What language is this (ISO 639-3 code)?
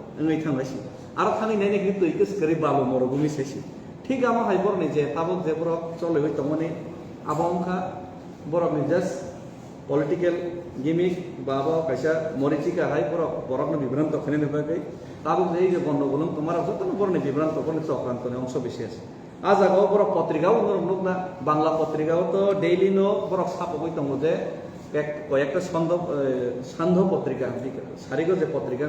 trp